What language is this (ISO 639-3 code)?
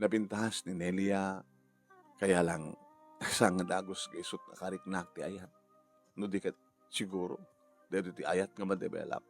ilo